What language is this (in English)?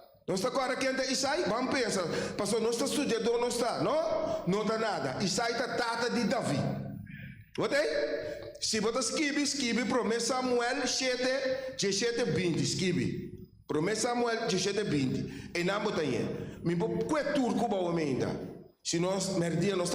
Papiamento